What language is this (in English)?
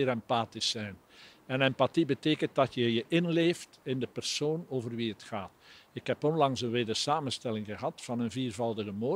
Dutch